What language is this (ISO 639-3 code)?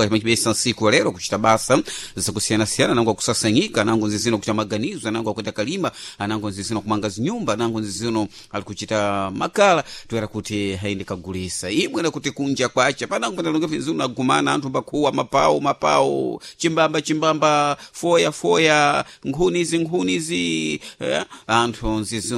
seh